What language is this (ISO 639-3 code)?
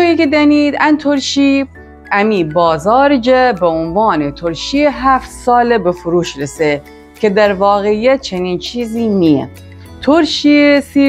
glk